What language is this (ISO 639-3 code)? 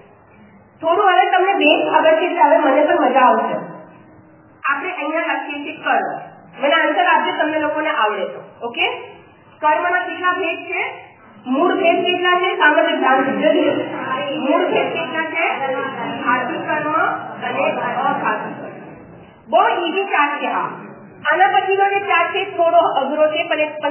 guj